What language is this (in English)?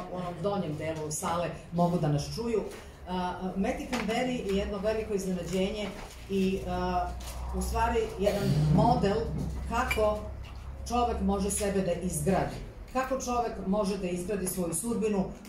Serbian